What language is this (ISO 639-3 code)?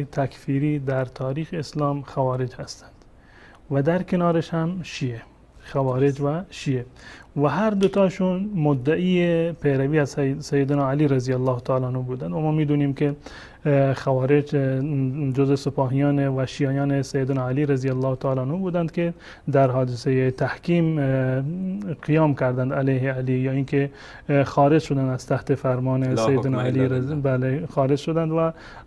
fas